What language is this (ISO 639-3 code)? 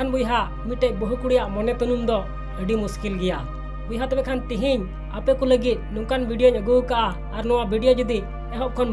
sat